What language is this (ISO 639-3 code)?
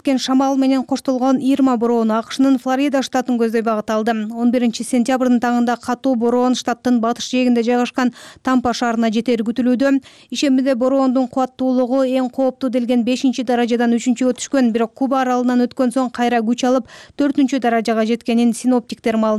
kir